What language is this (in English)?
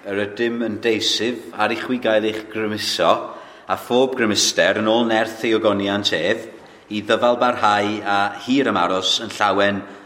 Welsh